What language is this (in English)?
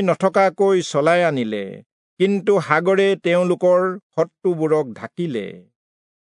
Assamese